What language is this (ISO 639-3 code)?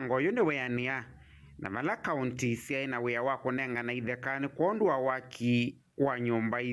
kam